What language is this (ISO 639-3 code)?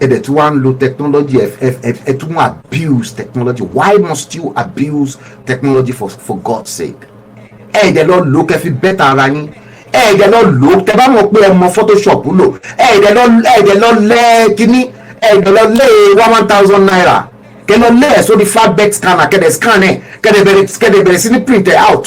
yor